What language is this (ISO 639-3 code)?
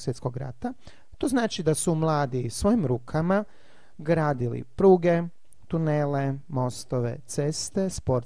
hrv